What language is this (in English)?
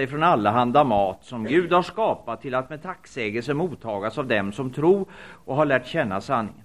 Swedish